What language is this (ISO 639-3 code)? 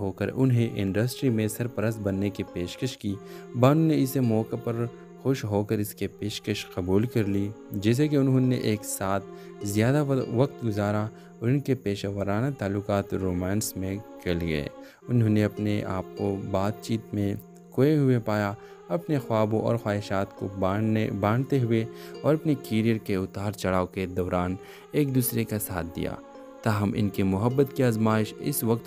urd